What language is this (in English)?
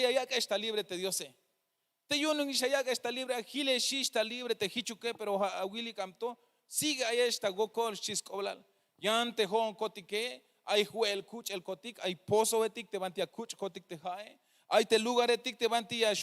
Tzeltal